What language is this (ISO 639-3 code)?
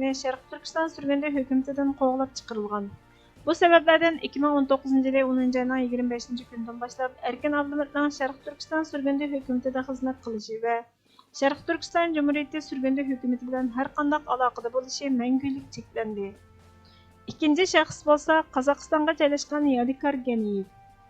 uig